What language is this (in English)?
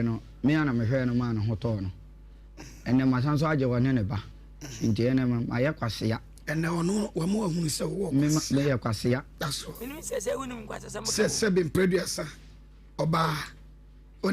Akan